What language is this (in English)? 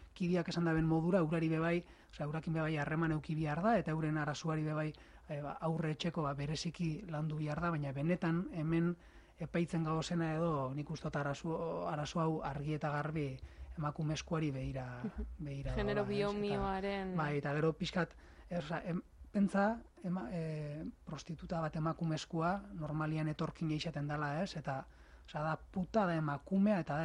Basque